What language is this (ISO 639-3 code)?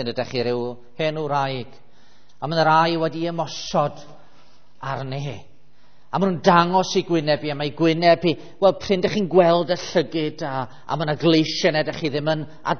cym